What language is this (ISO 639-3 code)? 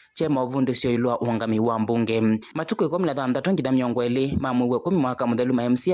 kam